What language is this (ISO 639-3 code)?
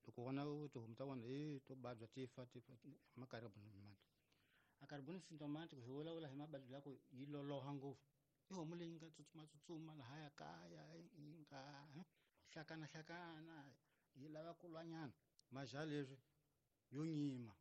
tso